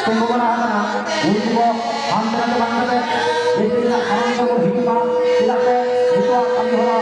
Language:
Santali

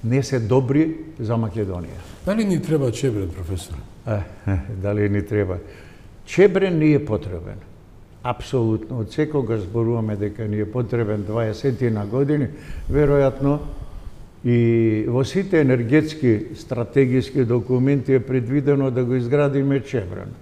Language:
Macedonian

